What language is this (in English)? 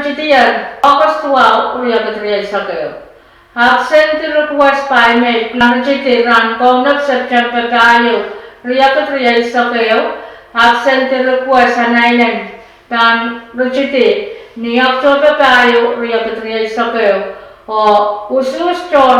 Pohnpeian